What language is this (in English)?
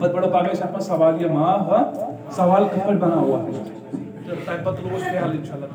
Kashmiri